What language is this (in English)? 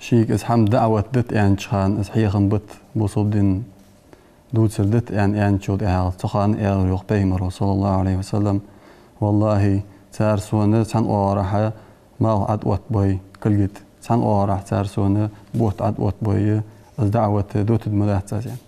Ingush